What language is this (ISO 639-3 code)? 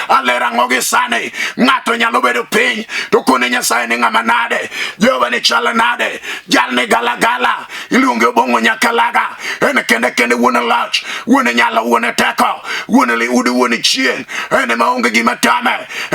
luo